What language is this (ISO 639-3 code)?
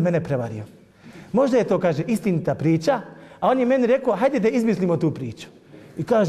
bos